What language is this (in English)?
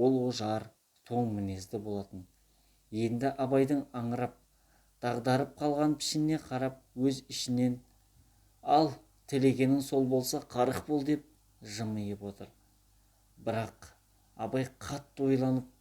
Kazakh